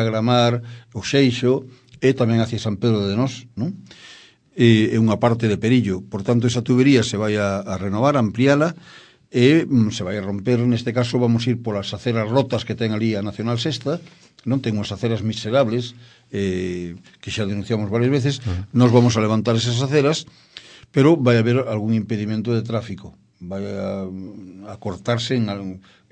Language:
Galician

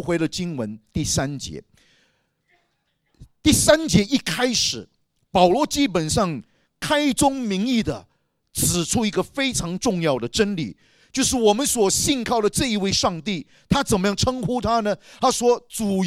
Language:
Chinese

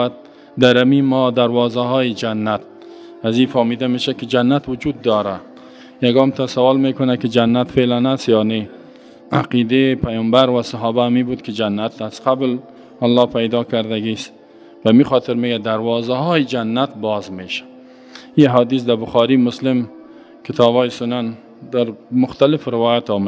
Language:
Persian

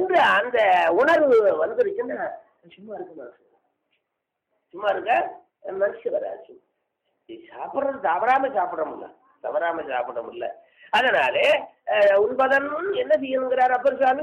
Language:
Tamil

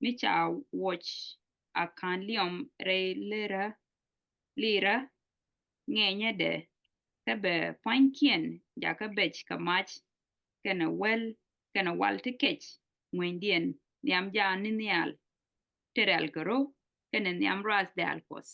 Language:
Nuer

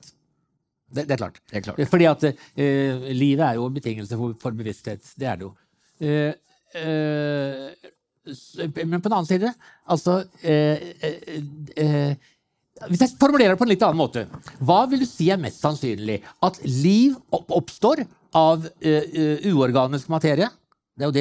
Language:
Norwegian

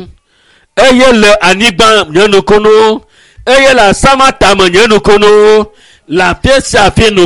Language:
Ewe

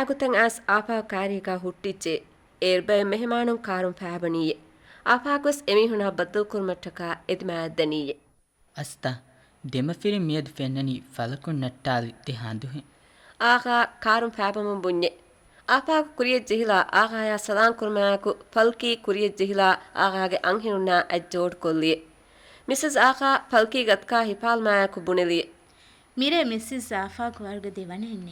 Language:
Divehi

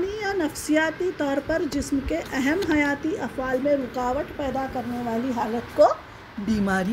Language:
Urdu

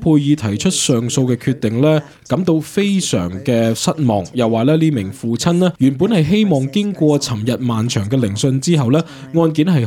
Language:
Cantonese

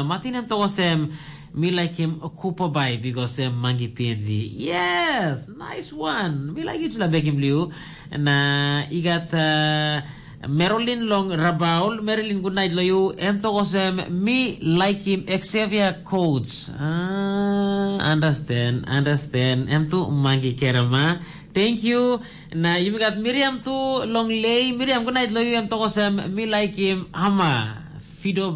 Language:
Tok Pisin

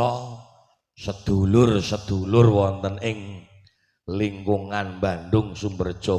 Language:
Javanese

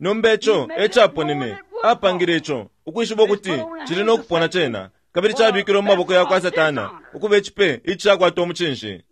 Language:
Bemba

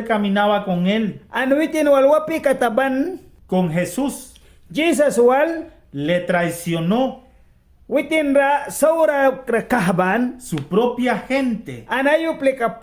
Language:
Mískito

